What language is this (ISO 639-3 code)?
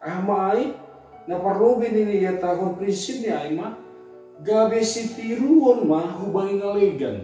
bts